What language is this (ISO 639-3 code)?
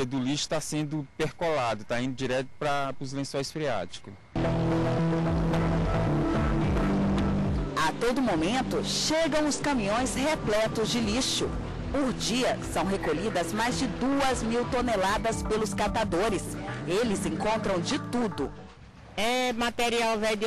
por